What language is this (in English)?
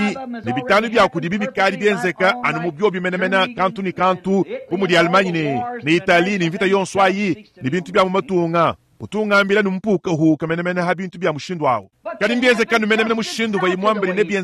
Luba-Lulua